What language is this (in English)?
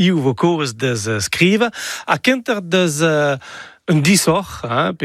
Breton